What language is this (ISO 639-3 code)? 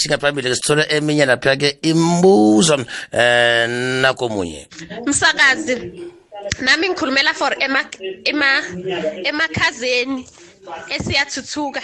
nbl